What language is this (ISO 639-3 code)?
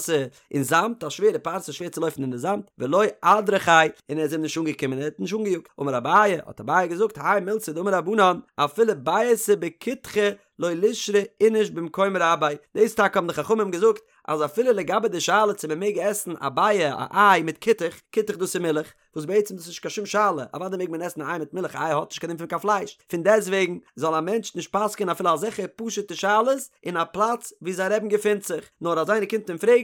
yid